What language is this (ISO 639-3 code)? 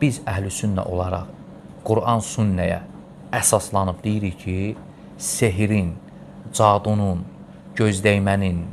aze